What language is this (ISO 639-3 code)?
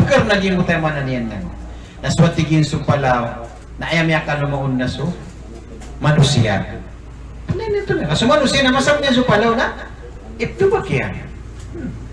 mrw